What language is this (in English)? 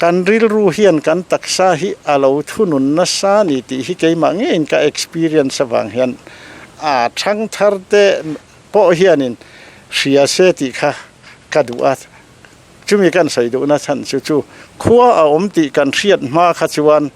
Mizo